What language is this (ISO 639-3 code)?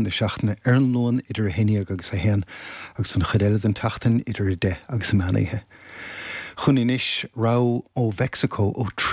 gle